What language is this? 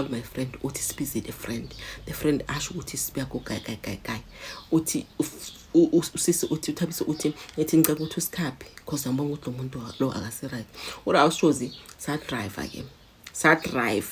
Zulu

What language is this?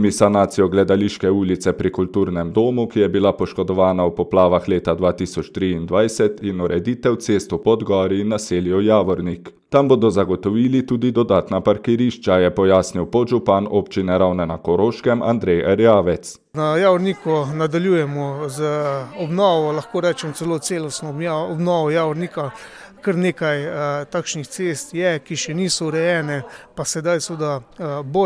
Slovenian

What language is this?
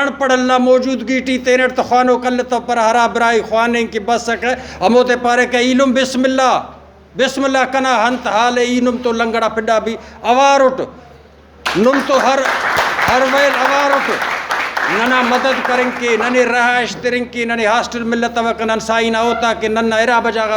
Brahui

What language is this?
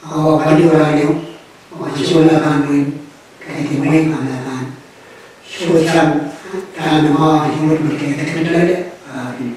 Pohnpeian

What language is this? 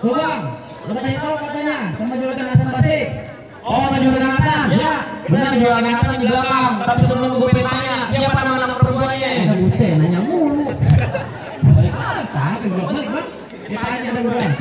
Betawi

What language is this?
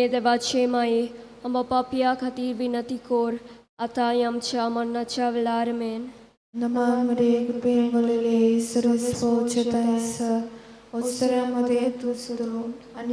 Konkani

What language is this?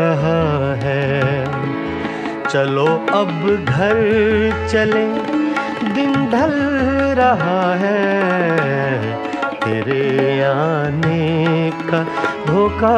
Hindi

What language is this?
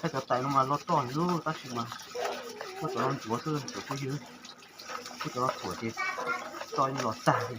Hmong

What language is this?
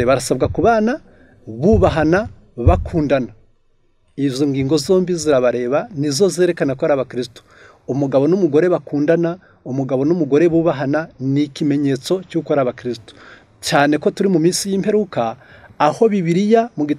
Kinyarwanda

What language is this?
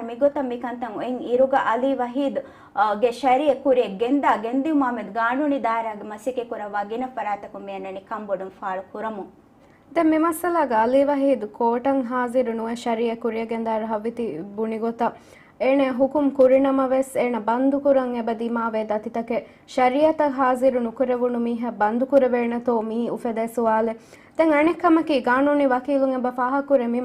Divehi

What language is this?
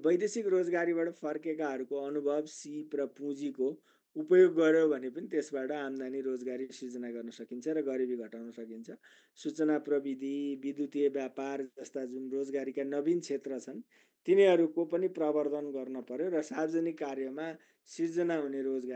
Nepali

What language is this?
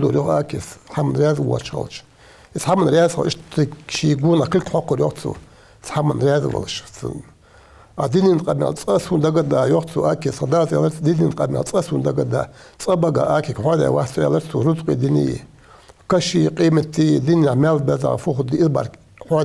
Ingush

